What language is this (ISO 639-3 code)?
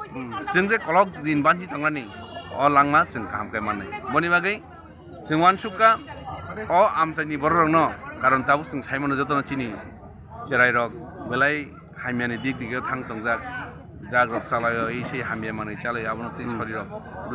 trp